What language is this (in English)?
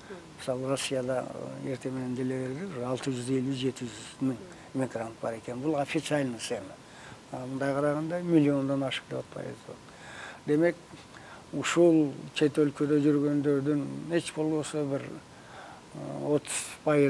Kyrgyz